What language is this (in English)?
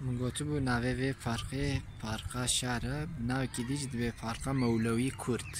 Kurdish